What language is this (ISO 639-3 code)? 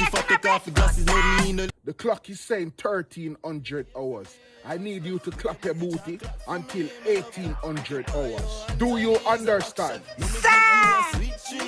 jam